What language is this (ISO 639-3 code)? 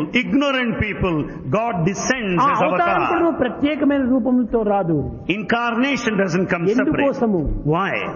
tel